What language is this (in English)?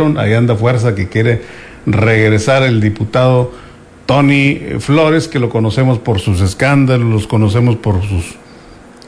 Spanish